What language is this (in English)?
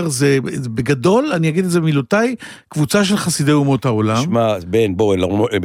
Hebrew